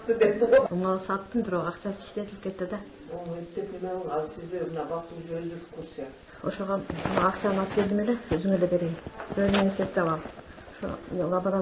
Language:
Kyrgyz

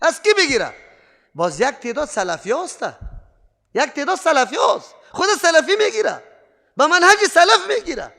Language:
Persian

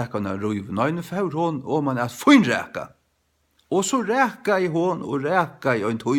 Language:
Faroese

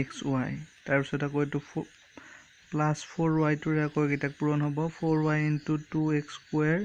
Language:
Assamese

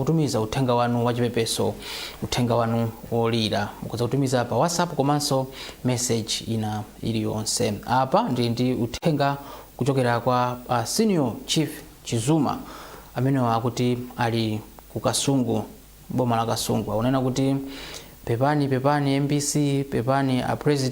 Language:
Nyanja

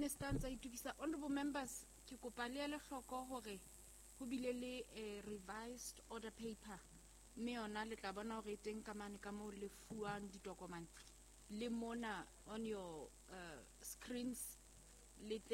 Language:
Southern Sotho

